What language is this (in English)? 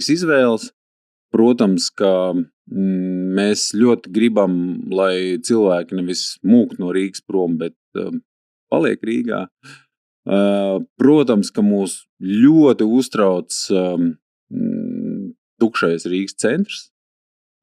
Latvian